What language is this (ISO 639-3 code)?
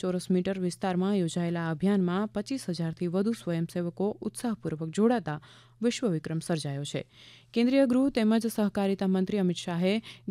guj